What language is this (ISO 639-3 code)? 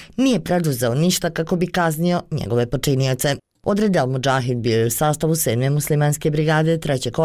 bos